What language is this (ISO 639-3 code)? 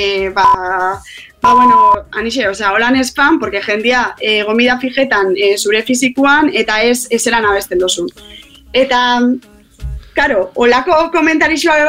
eus